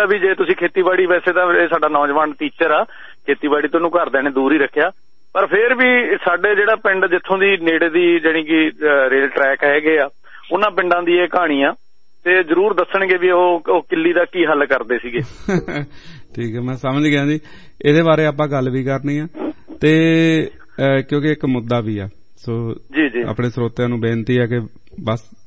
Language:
Punjabi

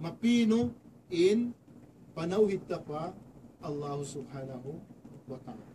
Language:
Tausug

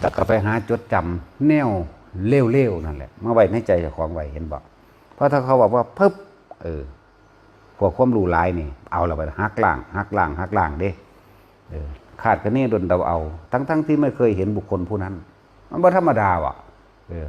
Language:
Northeastern Thai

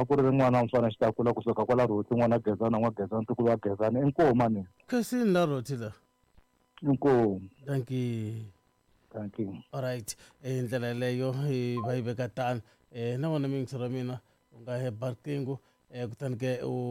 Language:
Tsonga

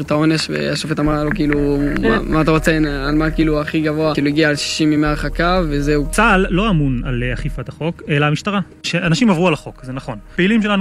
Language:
Hebrew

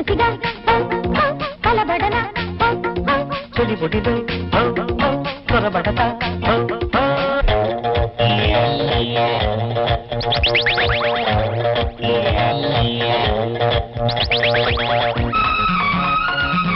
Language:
Telugu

